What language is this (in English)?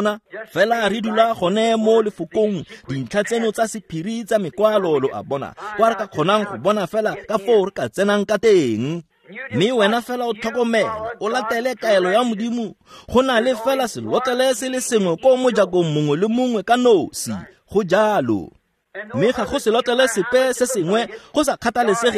Tswana